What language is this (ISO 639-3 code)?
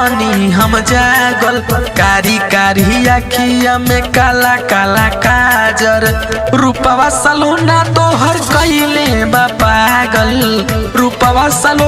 bho